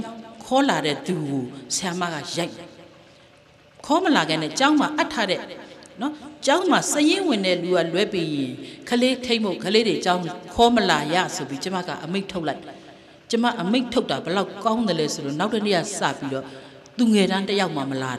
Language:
Burmese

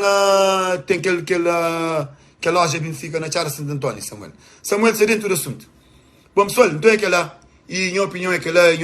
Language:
Kabuverdianu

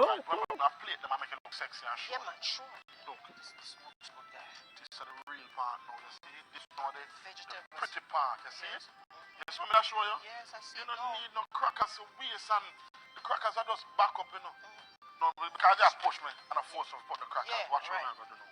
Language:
Jamaican Creole English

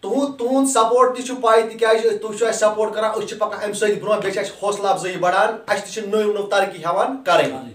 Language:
Kashmiri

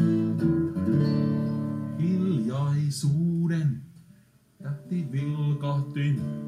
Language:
Finnish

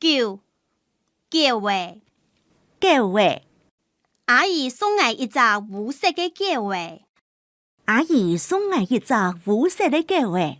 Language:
Hakka Chinese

